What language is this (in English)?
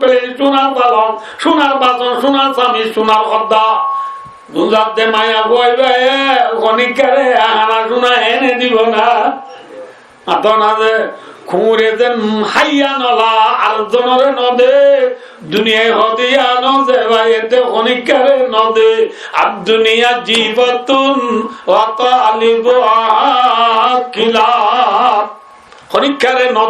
Rohingya